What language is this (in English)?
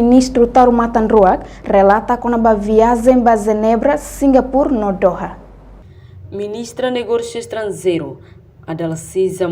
Tetum